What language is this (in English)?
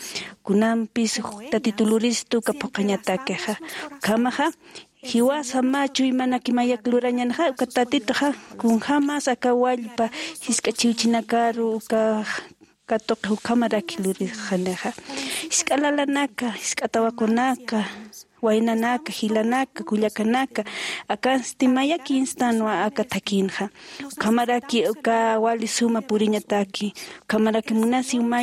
Aymara